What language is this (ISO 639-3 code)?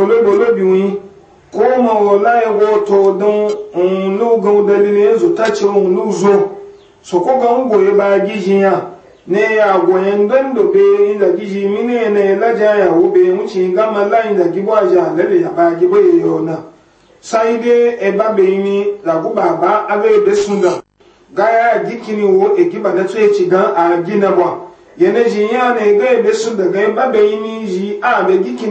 ibo